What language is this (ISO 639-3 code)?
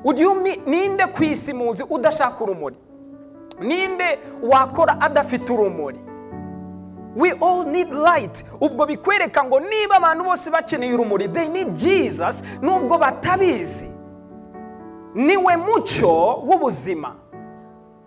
kin